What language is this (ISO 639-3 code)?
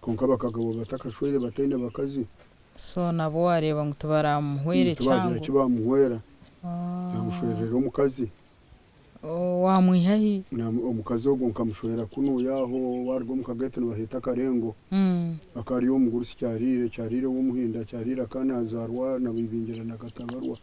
nyn